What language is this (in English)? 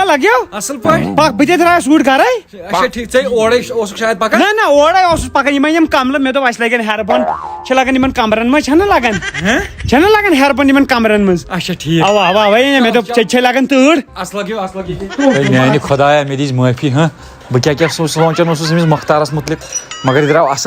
Kashmiri